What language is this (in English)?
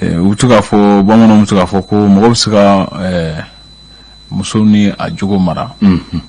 Bambara